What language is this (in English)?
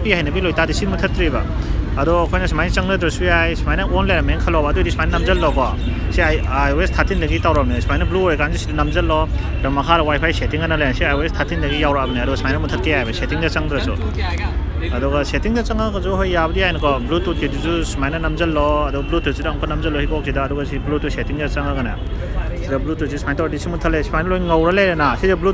Manipuri